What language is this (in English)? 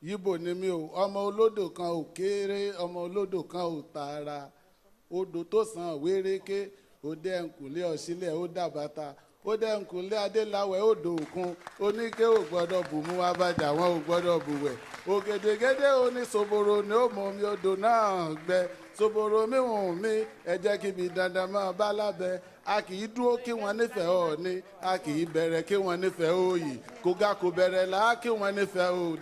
Yoruba